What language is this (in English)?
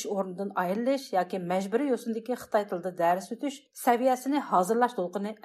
Uyghur